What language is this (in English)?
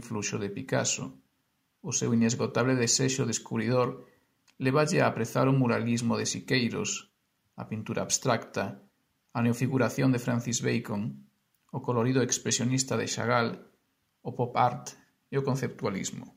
Galician